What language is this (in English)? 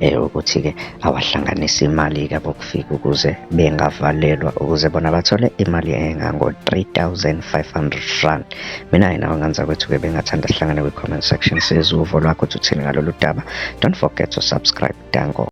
Zulu